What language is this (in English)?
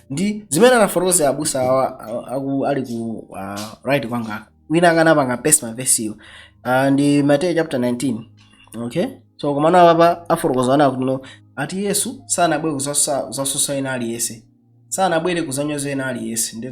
Nyanja